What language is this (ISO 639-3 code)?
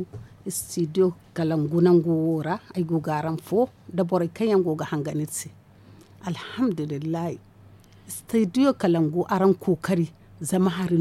dje